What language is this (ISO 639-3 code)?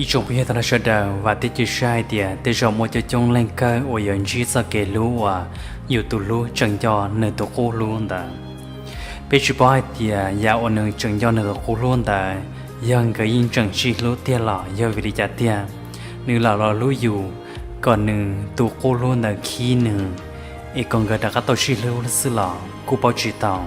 hmn